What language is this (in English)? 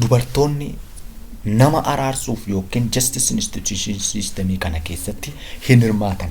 Oromo